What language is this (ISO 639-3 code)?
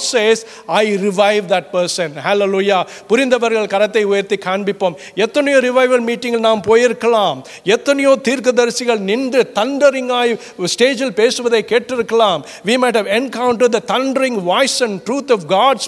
tam